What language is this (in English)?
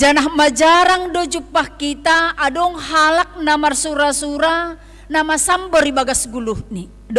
Batak Simalungun